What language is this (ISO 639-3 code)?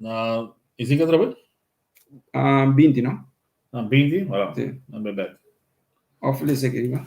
pap